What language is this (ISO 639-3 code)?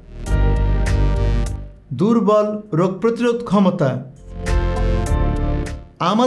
ben